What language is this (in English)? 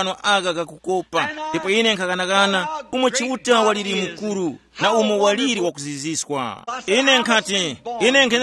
Tumbuka